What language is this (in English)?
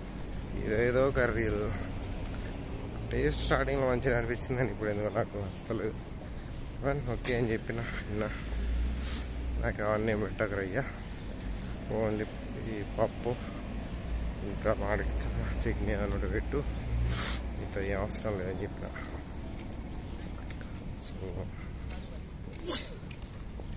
Telugu